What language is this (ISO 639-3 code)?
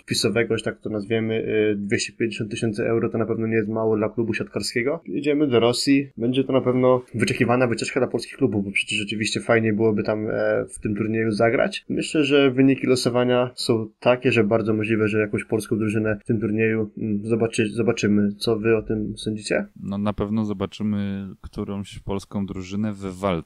pol